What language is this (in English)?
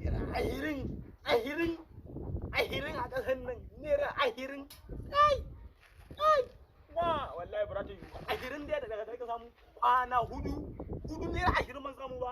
Hausa